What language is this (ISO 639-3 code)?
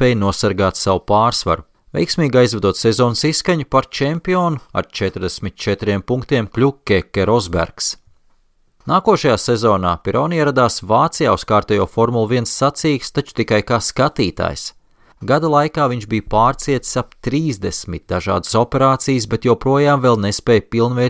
lav